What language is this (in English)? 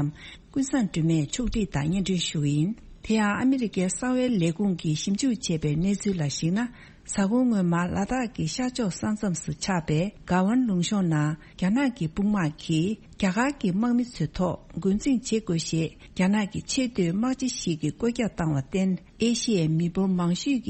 Tibetan